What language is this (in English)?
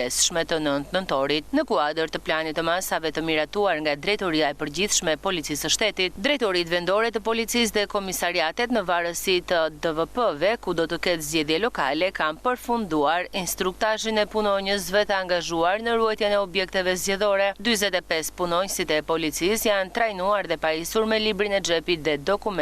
Albanian